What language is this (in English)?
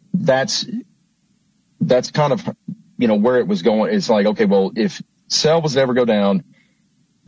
English